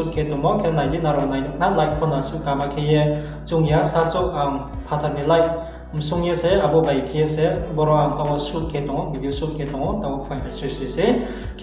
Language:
Riang (India)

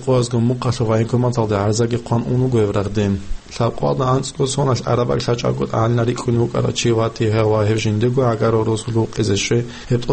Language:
Avaric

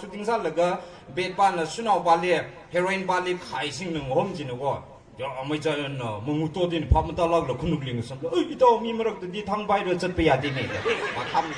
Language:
Tangkhul Naga (India)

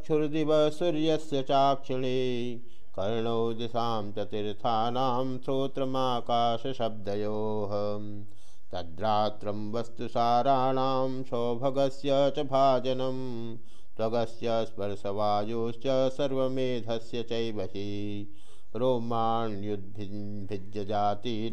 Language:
Sanskrit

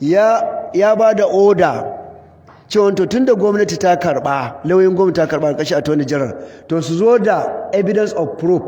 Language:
Hausa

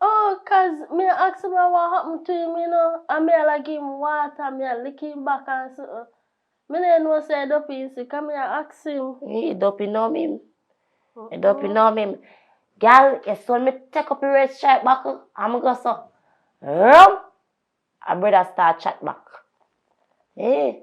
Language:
Jamaican Creole English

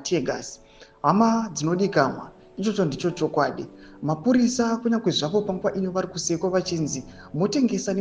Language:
Shona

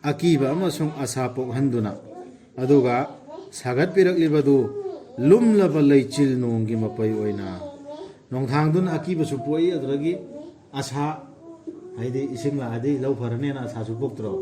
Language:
Manipuri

